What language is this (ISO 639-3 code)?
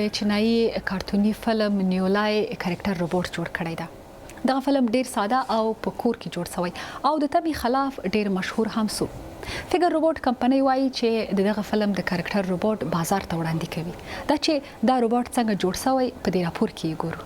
pus